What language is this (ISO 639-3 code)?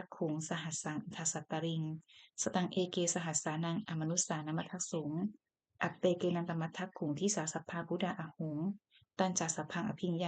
pli